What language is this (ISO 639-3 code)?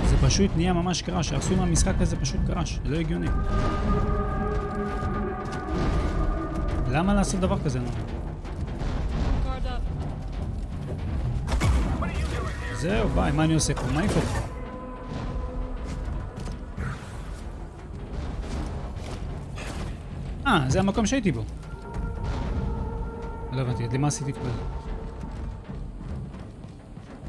heb